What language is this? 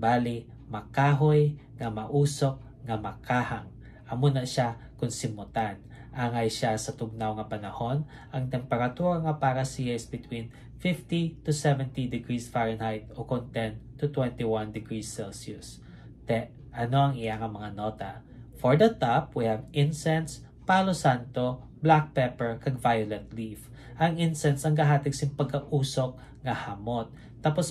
Hiligaynon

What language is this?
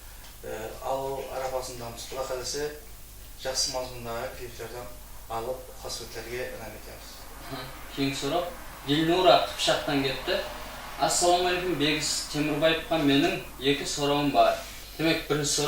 Kara-Kalpak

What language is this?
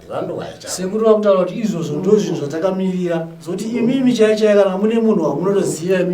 Shona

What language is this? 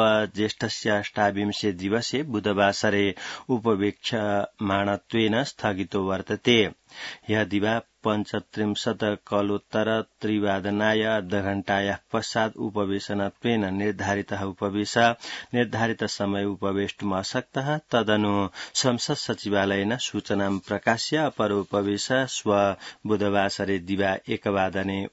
Sanskrit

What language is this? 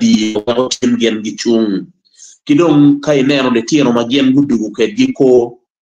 Acoli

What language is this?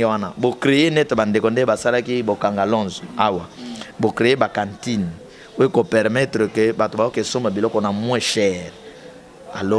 Lingala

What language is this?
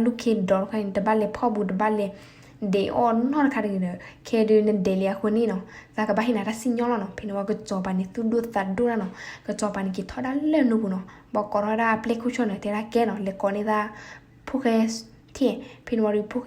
S'gaw Karen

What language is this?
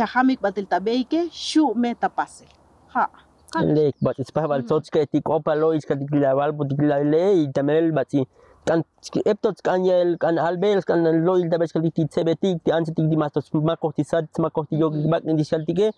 Tzotzil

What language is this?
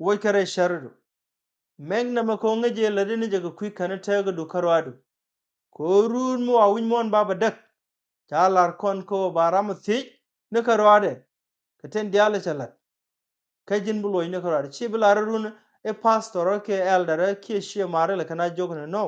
Nuer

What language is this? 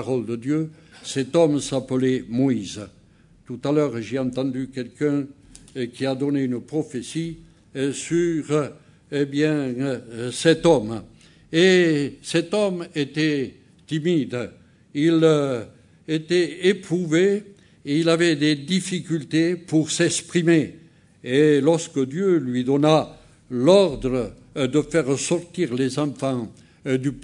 French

